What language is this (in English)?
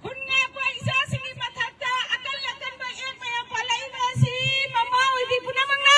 Manipuri